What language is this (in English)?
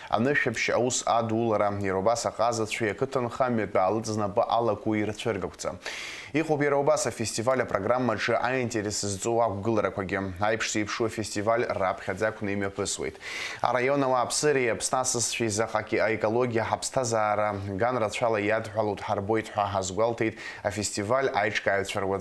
Abkhazian